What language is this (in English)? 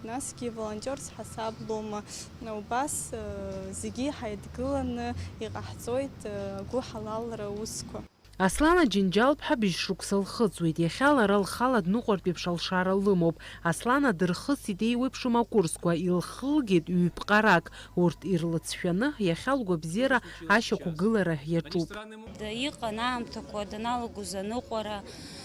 Abkhazian